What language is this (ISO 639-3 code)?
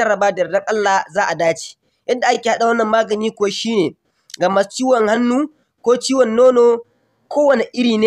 hau